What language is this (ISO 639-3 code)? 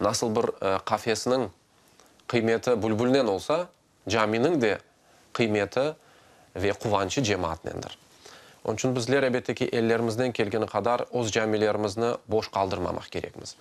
crh